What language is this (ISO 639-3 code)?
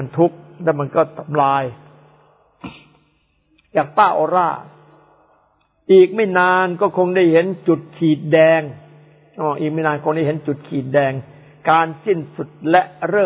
tha